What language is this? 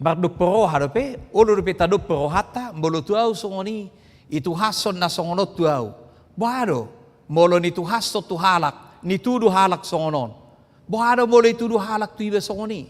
Batak Toba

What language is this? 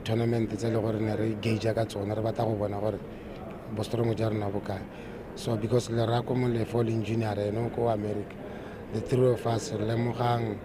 Tswana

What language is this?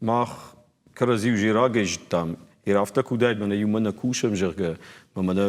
Ossetic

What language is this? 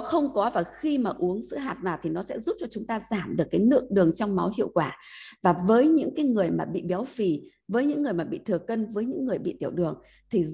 Vietnamese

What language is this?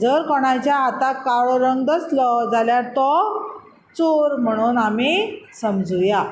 Konkani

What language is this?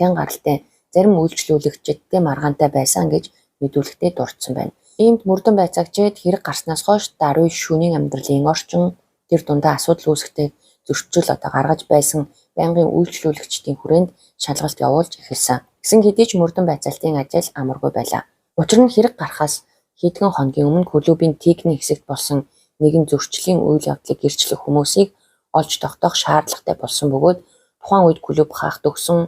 Mongolian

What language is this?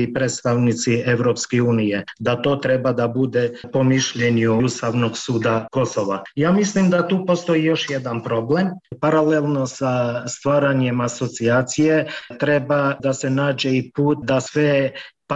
Serbian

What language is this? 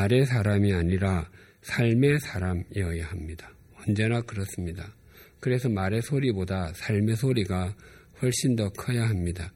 Korean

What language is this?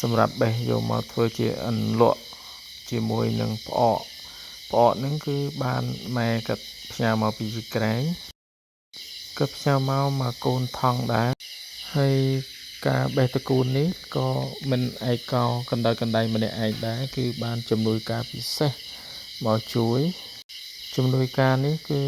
Khmer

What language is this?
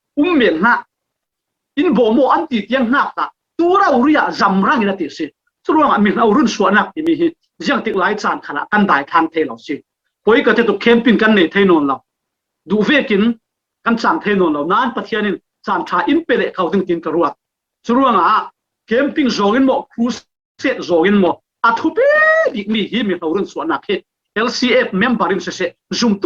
Falam Chin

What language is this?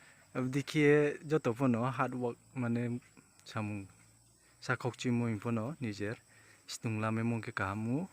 Riang (India)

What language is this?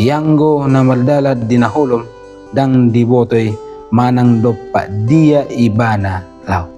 Batak Toba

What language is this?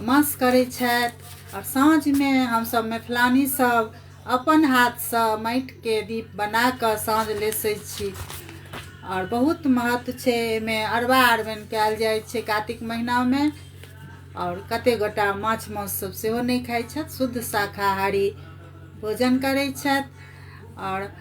Maithili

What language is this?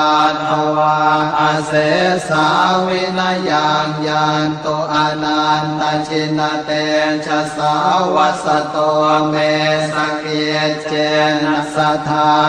Pali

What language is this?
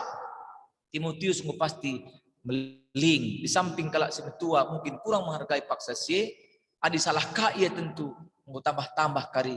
Batak Karo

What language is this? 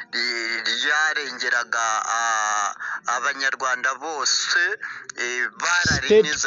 Kinyarwanda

